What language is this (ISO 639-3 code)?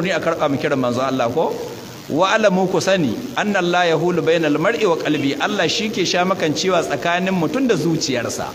hau